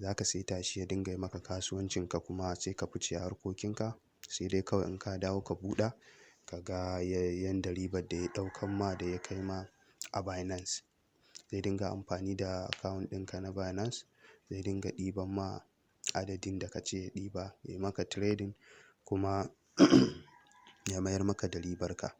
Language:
Hausa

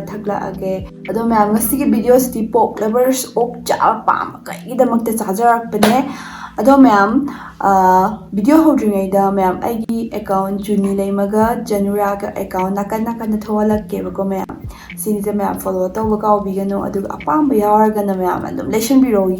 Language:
Manipuri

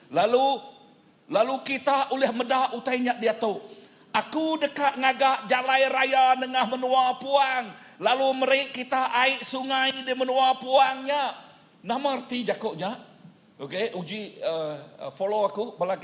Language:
Iban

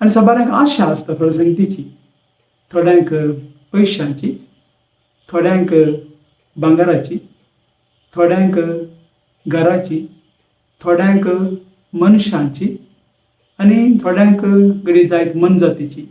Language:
Konkani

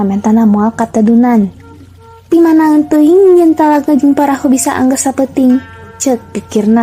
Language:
Sundanese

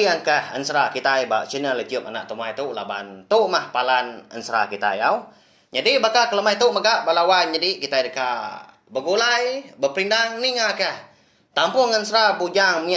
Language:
Iban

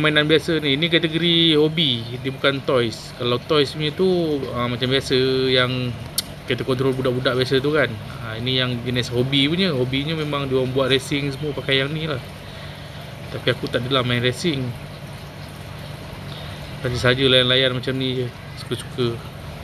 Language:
Malay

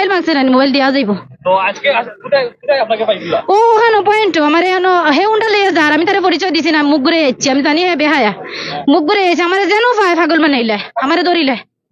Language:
Sylheti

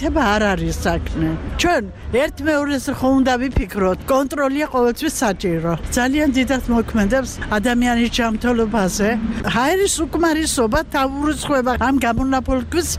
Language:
Georgian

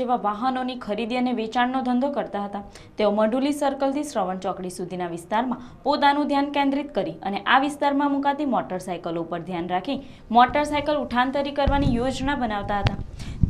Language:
Gujarati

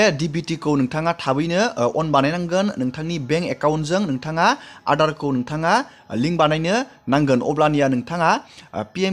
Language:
Bodo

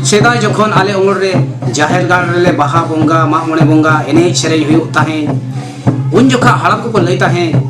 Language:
Santali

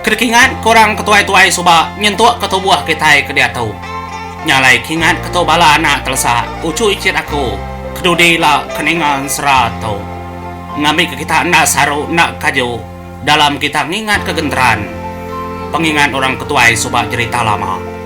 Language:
Iban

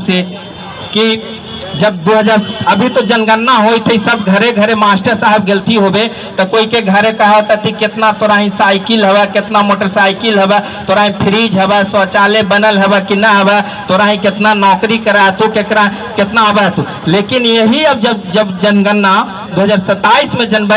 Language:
Magahi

